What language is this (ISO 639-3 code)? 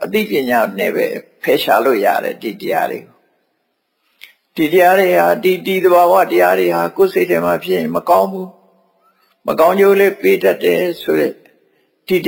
mya